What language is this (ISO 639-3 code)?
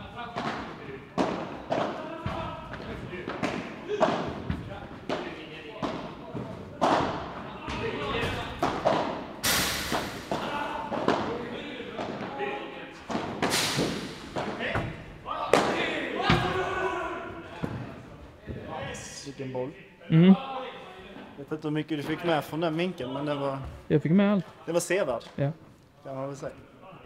swe